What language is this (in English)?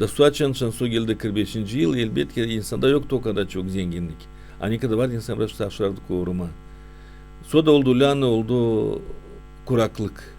Gagauz